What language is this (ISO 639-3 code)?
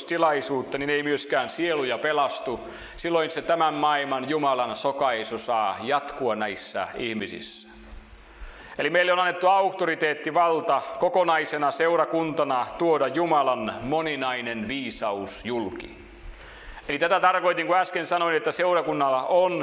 fin